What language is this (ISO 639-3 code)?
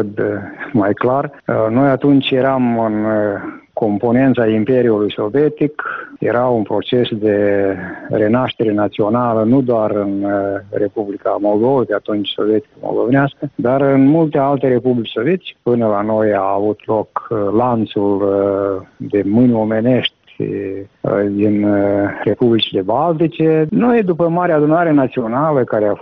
ron